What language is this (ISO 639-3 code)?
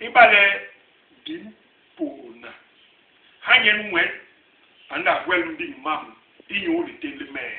bas